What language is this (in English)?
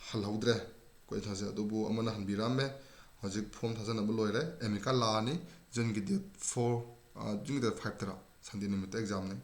Manipuri